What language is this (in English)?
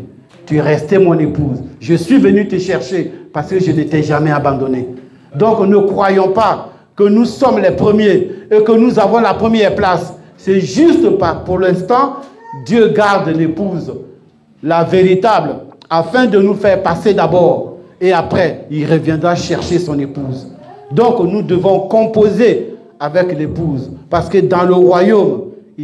French